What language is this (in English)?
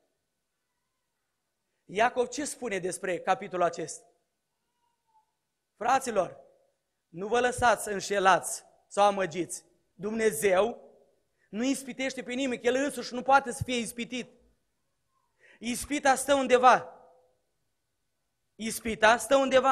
Romanian